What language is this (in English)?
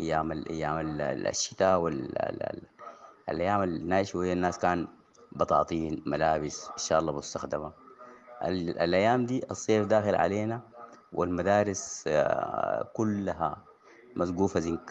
Sudanese Arabic